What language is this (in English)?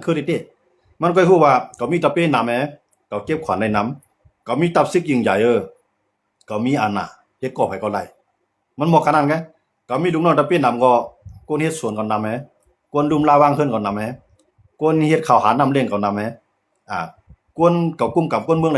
Shan